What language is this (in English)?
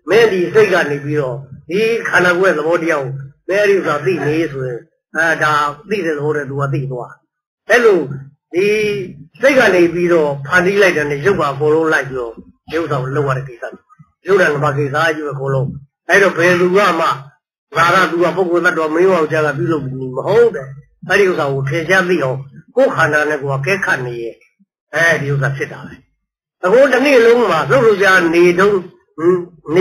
Burmese